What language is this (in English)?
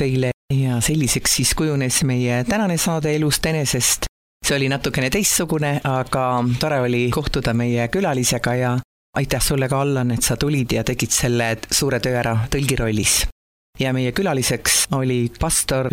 Estonian